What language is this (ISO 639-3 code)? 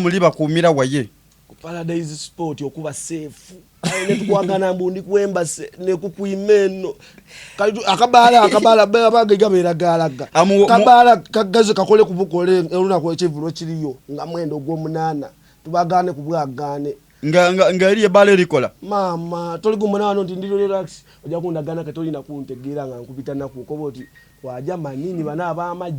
xog